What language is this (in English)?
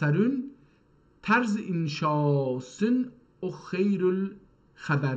South Azerbaijani